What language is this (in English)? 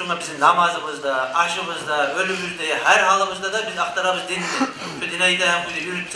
Kumyk